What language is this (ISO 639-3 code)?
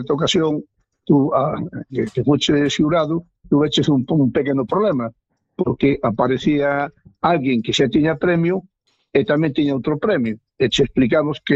glg